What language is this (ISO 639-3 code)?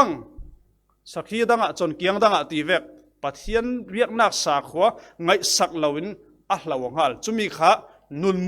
cfm